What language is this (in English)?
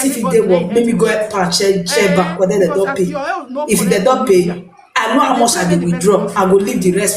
Nigerian Pidgin